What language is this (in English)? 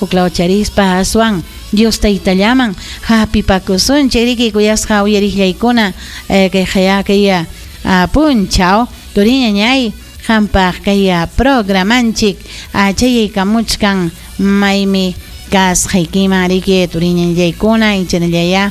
Ayacucho Quechua